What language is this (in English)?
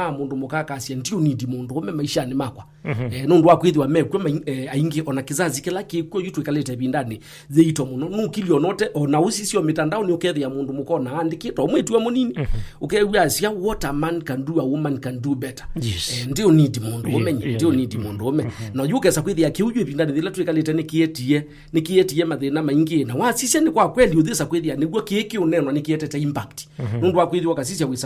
Kamba